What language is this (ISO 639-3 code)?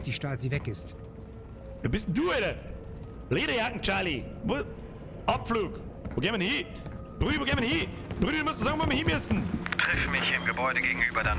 bar